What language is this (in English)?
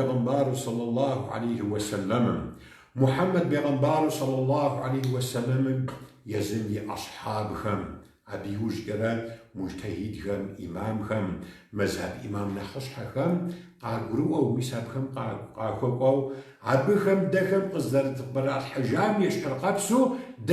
Kabardian